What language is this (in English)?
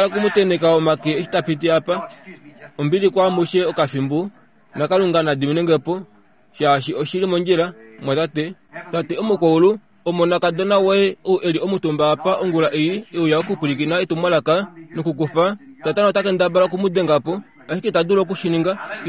Kuanyama